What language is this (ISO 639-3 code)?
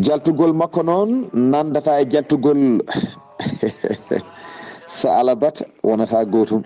ful